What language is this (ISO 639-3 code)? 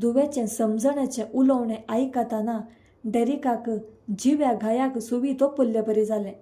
kok